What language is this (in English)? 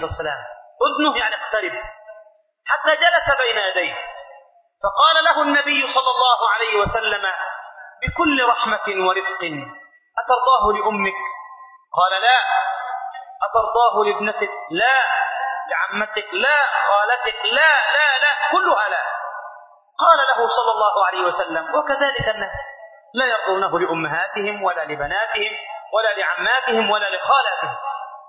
Arabic